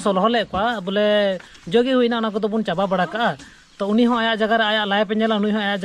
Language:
Santali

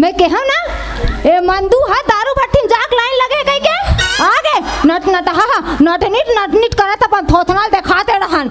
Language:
Chhattisgarhi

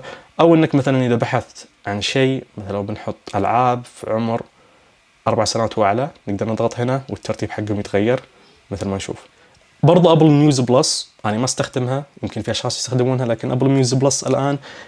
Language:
Najdi Arabic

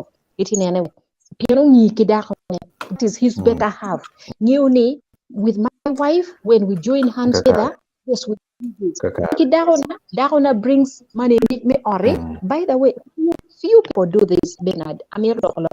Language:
Acoli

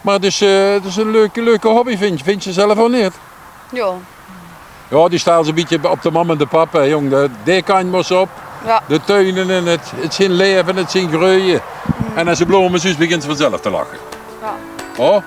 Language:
Limburgish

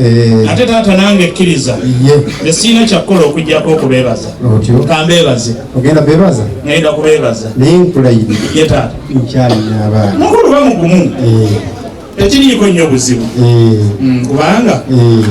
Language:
Ganda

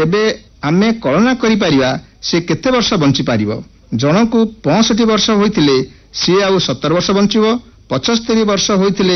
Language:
Odia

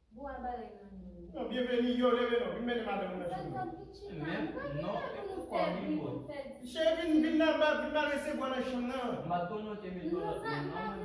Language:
Haitian Creole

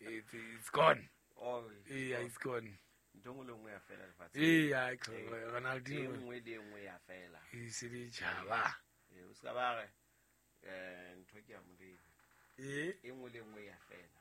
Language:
Southern Sotho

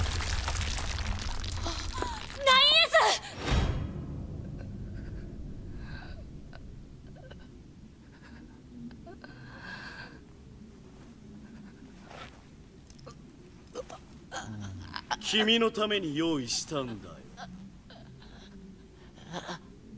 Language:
Japanese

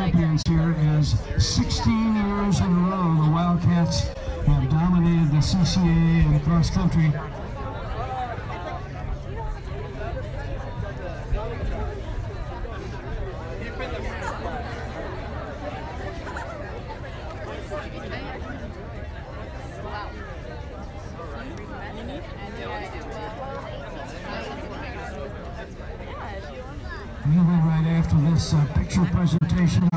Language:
English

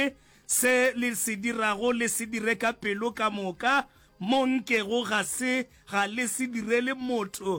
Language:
Northern Sotho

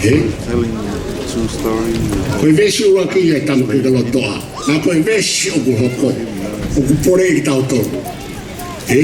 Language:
Tongan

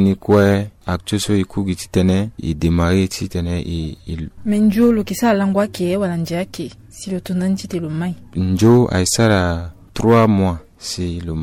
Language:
Sango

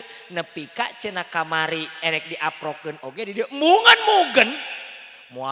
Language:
Sundanese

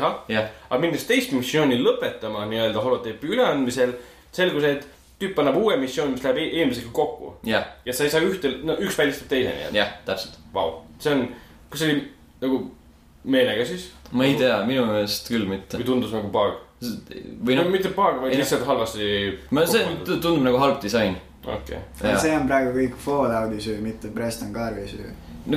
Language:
Estonian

